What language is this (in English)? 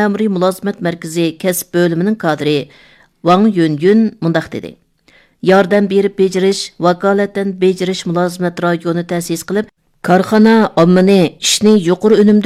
Uyghur